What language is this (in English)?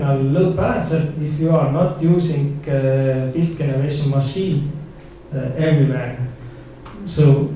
English